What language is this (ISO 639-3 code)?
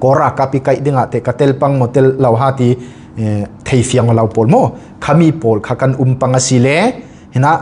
cfm